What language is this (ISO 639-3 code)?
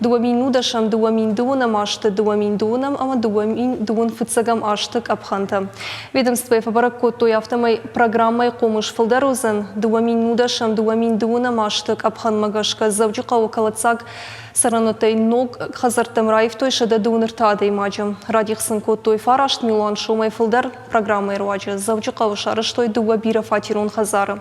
oss